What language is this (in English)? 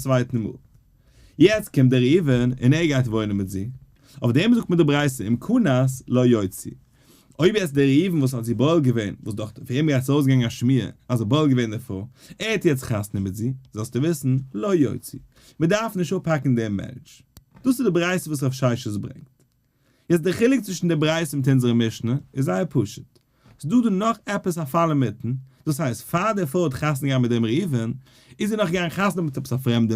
Yiddish